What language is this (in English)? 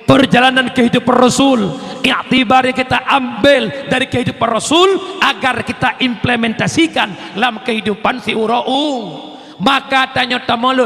Achinese